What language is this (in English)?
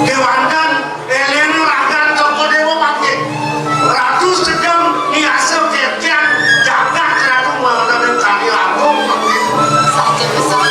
Balinese